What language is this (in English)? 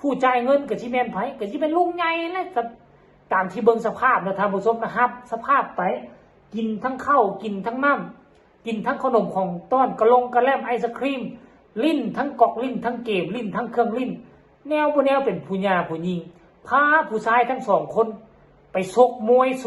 Northeastern Thai